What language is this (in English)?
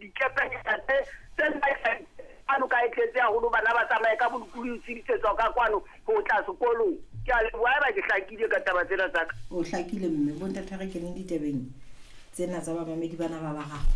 Southern Sotho